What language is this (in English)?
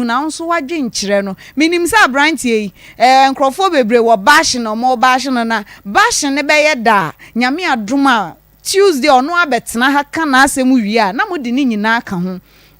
Akan